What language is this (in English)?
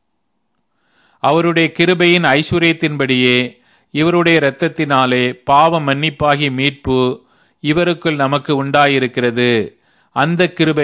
Tamil